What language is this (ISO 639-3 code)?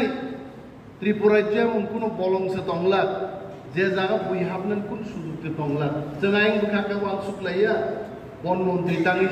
trp